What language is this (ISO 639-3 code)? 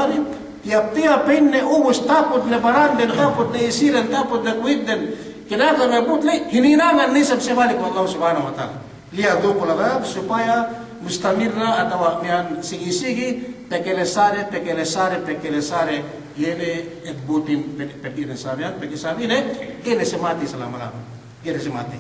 yka